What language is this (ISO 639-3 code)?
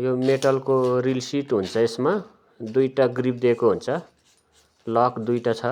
nep